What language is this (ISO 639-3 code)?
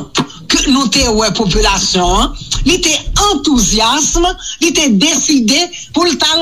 hat